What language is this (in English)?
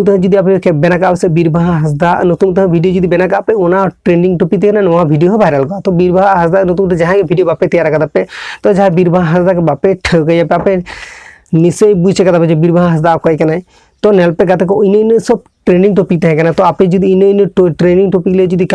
Santali